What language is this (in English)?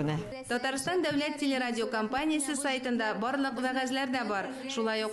Tatar